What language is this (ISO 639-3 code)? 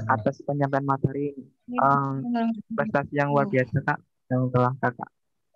ind